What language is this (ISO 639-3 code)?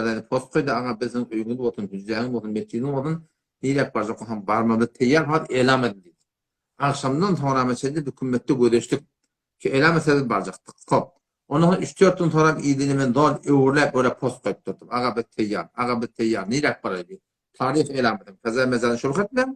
tuk